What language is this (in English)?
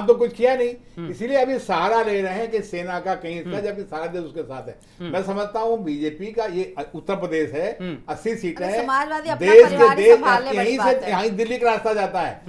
Hindi